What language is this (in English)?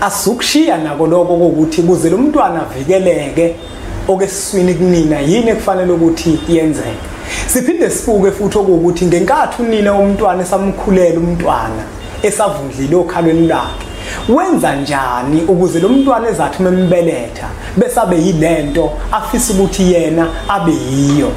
Zulu